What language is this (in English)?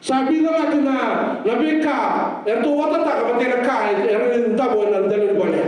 Fijian